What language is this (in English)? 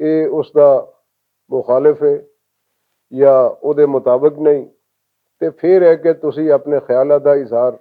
Western Panjabi